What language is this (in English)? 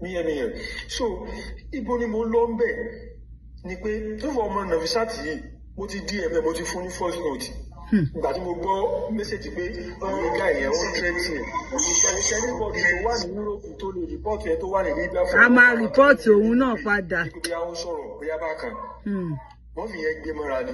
Yoruba